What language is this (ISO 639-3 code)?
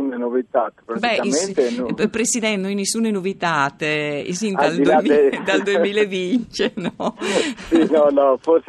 fur